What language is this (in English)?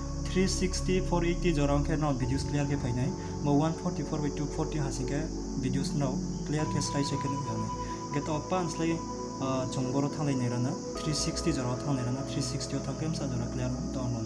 Riang (India)